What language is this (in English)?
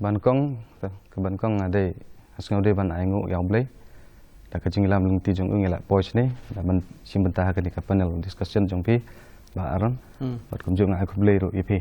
Khasi